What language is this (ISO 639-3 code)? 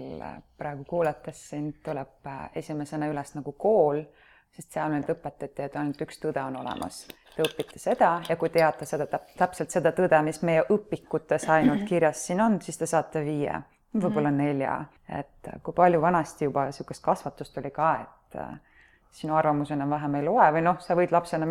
est